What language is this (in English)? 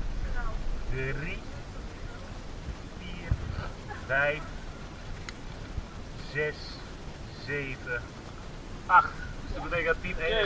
Dutch